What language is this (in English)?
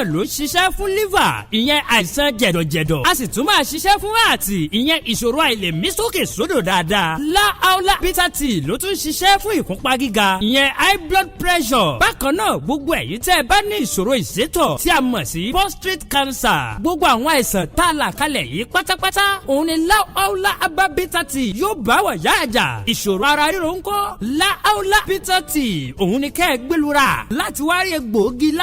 Yoruba